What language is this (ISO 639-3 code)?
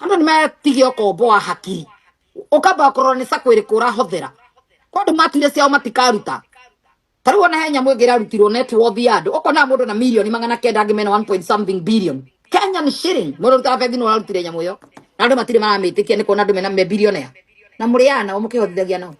kik